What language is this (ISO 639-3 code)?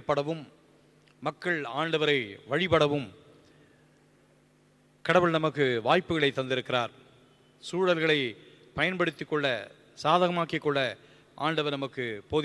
tam